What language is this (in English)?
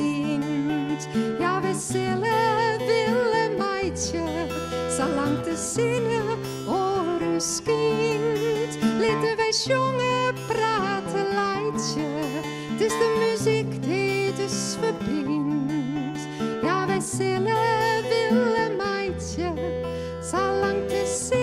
Western Frisian